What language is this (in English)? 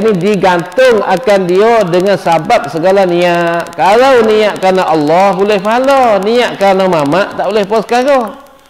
Malay